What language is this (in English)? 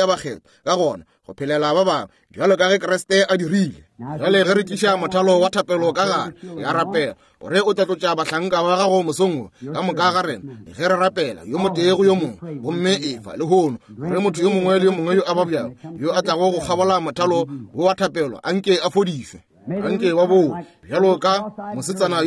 Northern Sotho